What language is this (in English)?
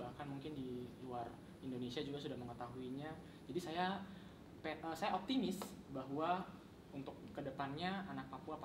Indonesian